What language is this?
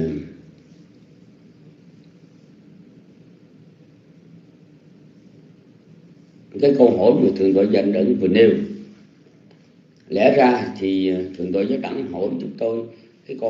Vietnamese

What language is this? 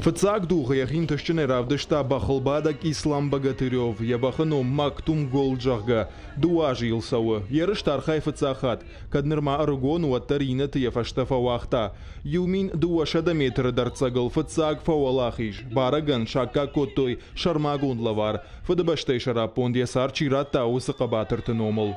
Ossetic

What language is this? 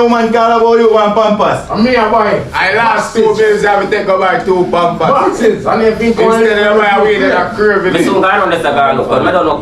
Jamaican Creole English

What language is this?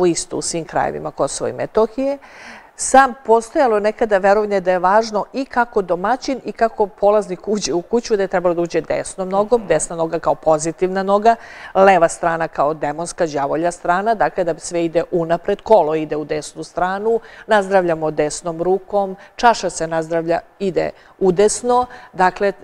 Serbian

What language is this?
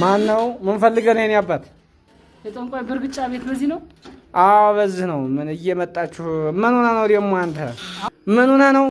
Amharic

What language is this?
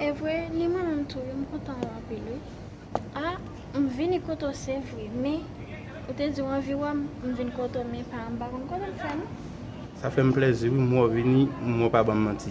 Haitian Creole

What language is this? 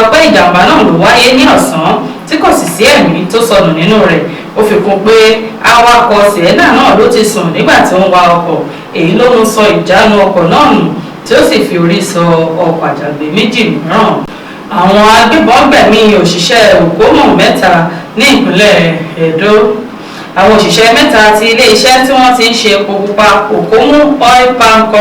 Yoruba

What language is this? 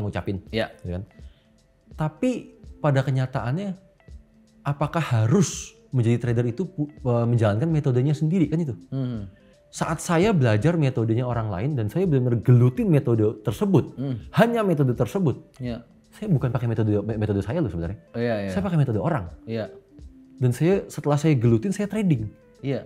Indonesian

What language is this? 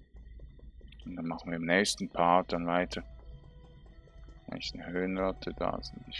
German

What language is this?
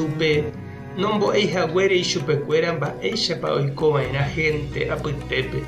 Guarani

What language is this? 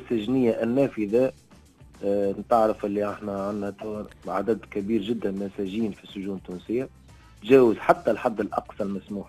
Tunisian Arabic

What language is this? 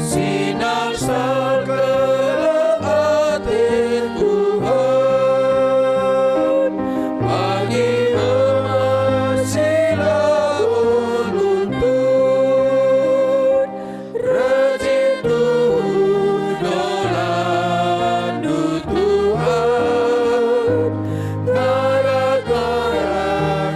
Batak Karo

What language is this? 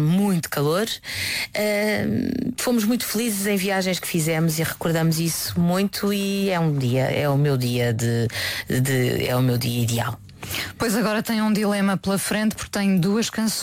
Portuguese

